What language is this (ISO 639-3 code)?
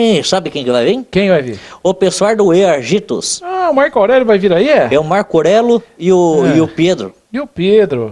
por